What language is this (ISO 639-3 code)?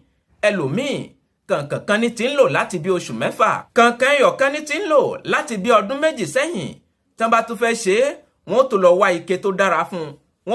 yor